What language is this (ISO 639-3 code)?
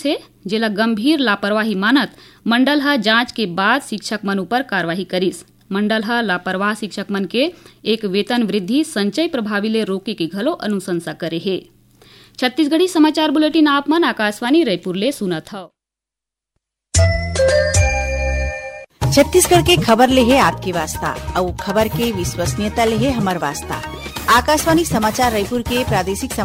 hne